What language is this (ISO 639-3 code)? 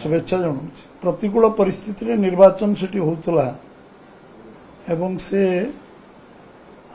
ori